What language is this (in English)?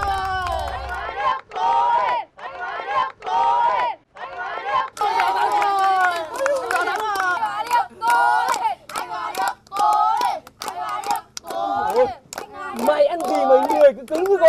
Vietnamese